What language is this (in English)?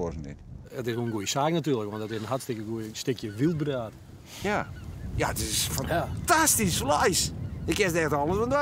Western Frisian